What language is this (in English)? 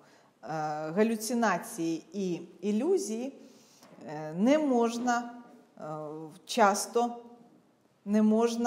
Ukrainian